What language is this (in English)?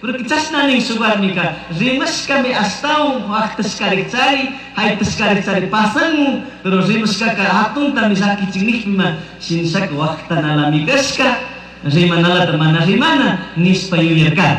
Chimborazo Highland Quichua